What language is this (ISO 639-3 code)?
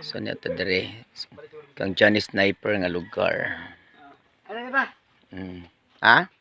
ceb